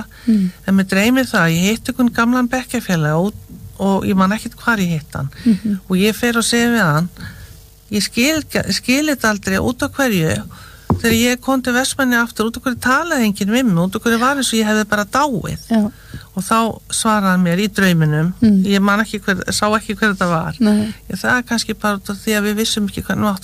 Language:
Icelandic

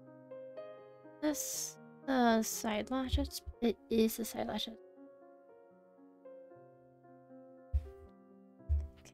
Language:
English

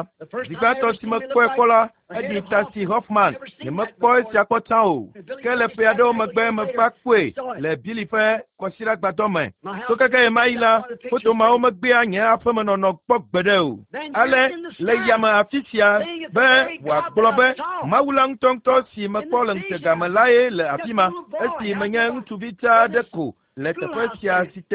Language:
Ewe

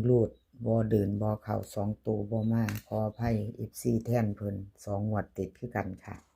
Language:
Northeastern Thai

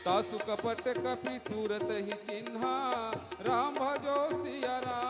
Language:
Chhattisgarhi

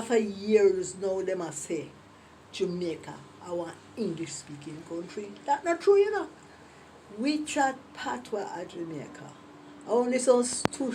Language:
Jamaican Creole English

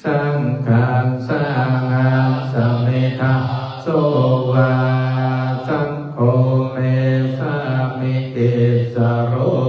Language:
Pali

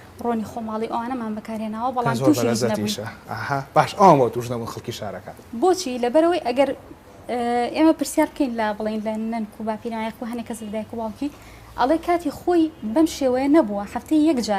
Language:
Central Kurdish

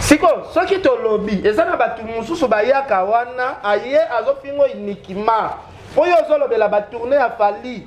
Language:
Lingala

